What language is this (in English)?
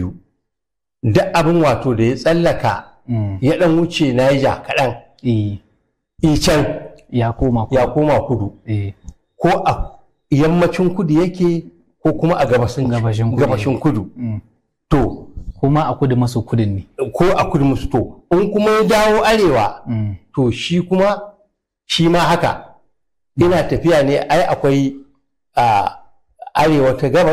Hausa